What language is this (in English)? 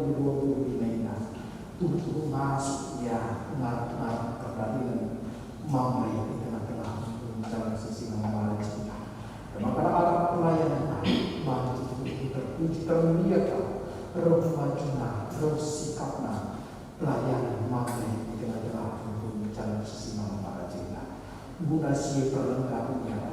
Batak Karo